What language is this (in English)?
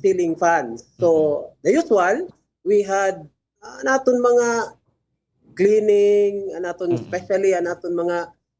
Waray